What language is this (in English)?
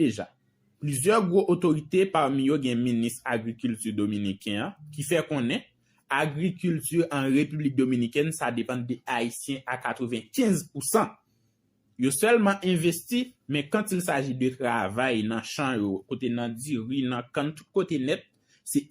Haitian Creole